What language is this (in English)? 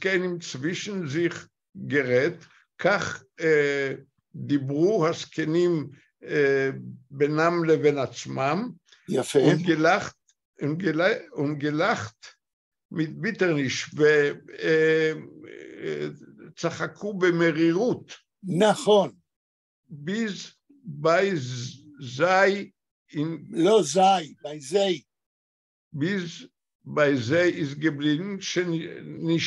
Yiddish